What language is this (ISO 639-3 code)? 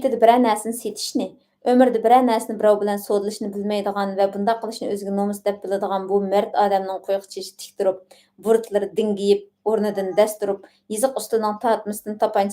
uig